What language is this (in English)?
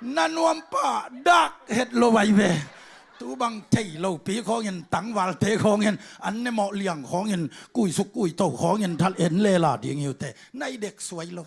Tedim Chin